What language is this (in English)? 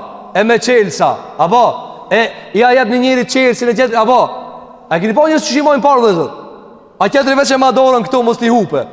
Albanian